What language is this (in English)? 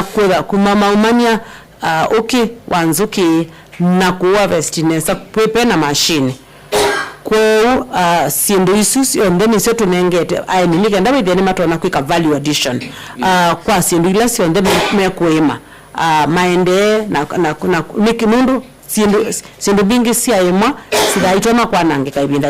Kamba